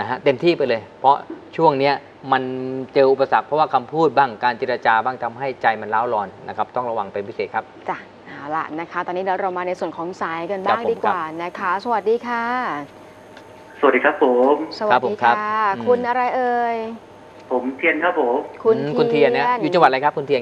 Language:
Thai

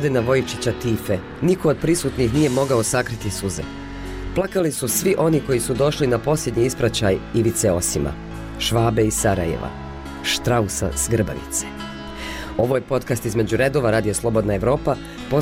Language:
Bosnian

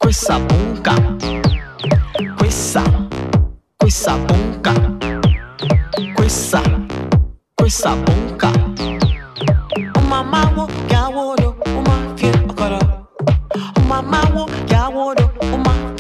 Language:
Polish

